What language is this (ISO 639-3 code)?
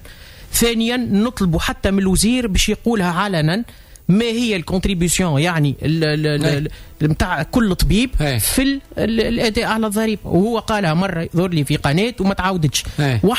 aeb